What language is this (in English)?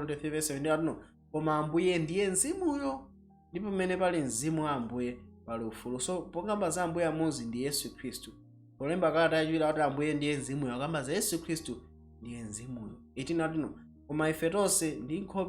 Nyanja